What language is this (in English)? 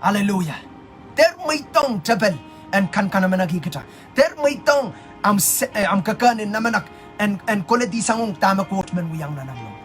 Pohnpeian